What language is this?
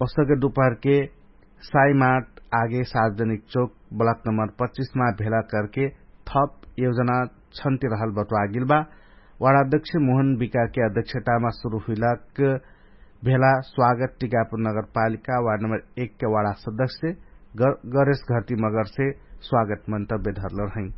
Dangaura Tharu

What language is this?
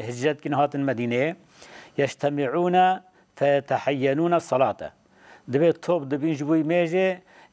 Kurdish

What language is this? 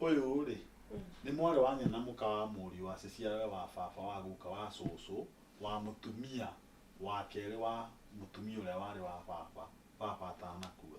Kikuyu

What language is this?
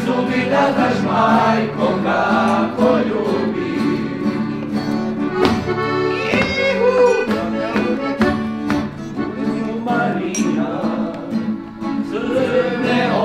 Croatian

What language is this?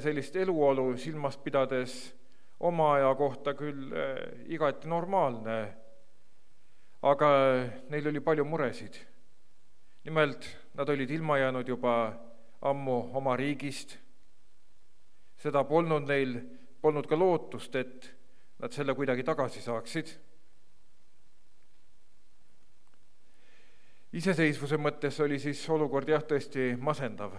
Estonian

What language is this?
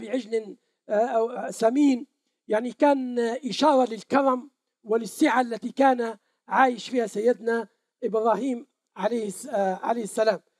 Arabic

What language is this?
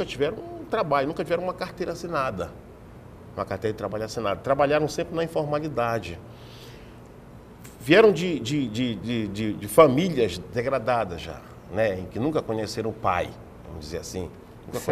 Portuguese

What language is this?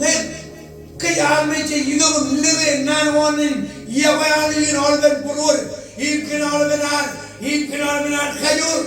Marshallese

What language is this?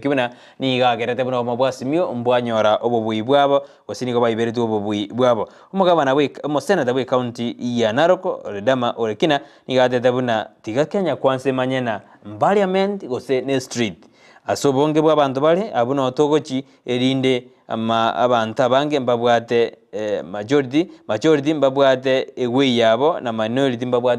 Gusii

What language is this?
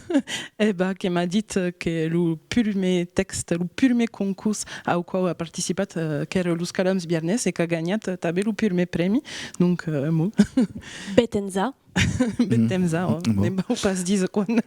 Occitan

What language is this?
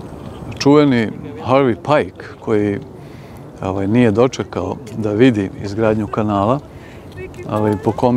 Serbian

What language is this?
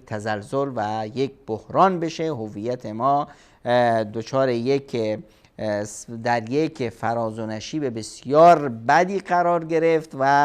Persian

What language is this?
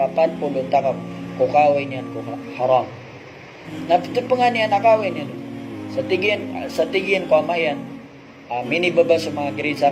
Maranao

